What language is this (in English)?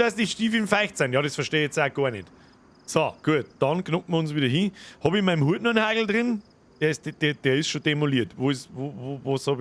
Bavarian